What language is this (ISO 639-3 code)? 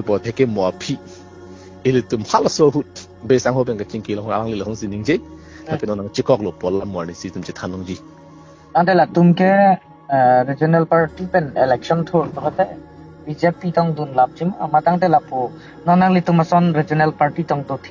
mjw